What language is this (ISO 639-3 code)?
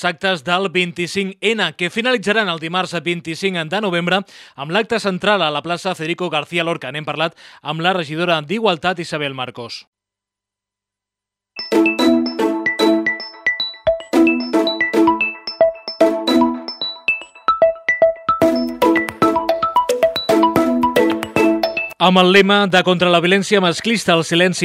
cat